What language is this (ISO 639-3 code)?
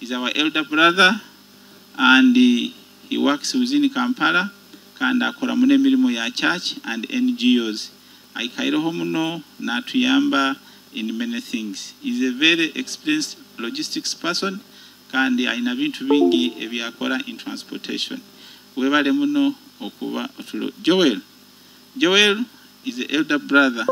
nyo